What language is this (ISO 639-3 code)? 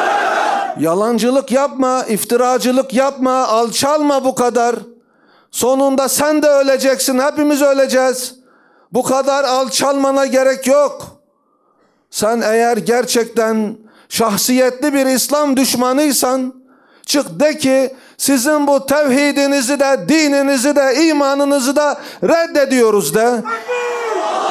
tur